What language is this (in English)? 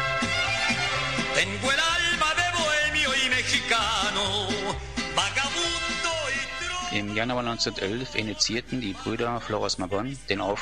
German